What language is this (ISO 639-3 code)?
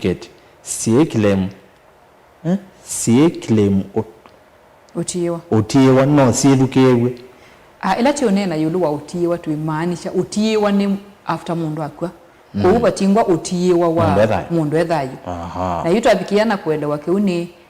kam